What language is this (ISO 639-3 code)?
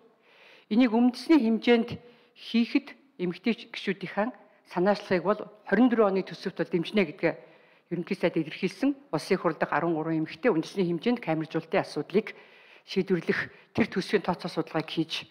mon